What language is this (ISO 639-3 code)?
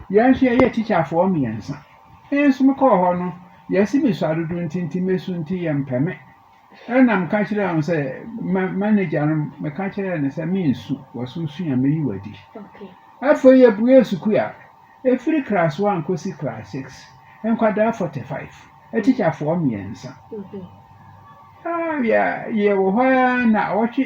aka